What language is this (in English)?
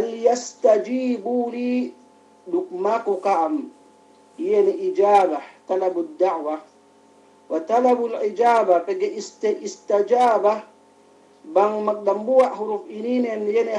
Yakan